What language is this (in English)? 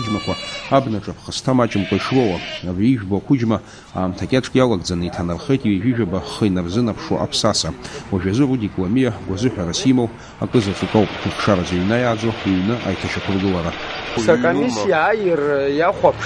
Abkhazian